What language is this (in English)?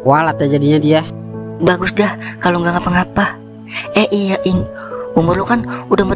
Betawi